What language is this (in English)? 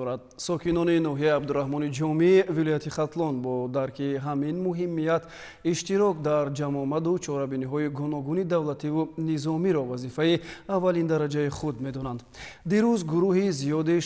Tajik